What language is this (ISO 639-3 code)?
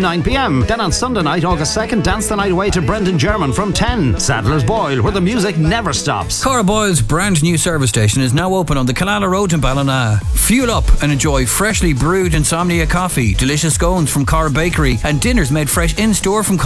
eng